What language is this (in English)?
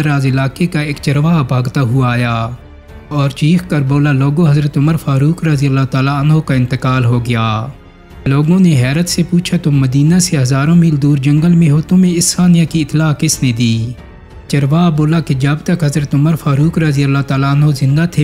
Urdu